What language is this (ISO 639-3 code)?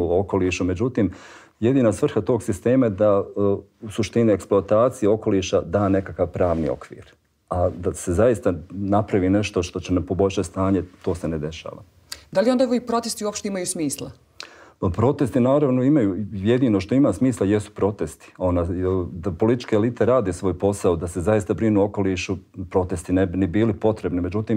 bos